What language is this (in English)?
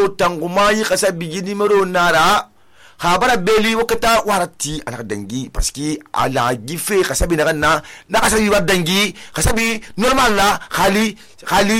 Susu